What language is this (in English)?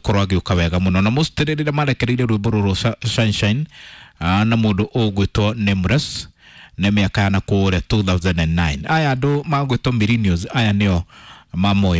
Kikuyu